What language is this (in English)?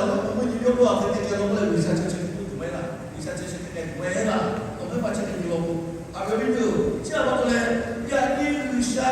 Lahu